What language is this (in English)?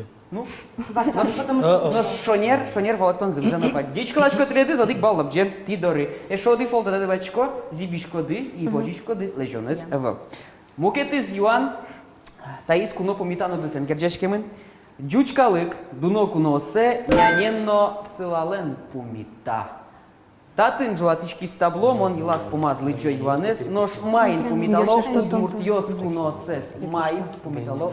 Udmurt